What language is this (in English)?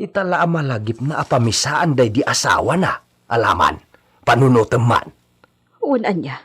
Iloko